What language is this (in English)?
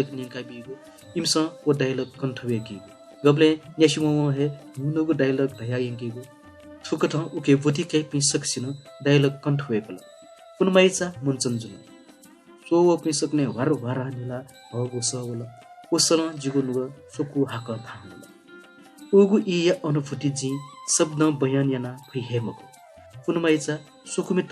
Newari